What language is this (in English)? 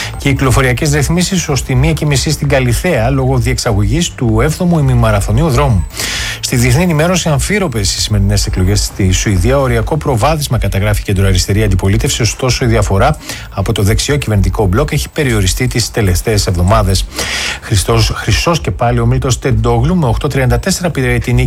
Greek